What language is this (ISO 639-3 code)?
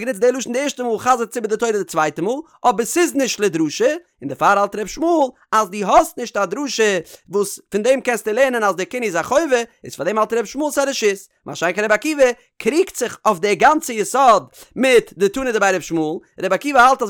yid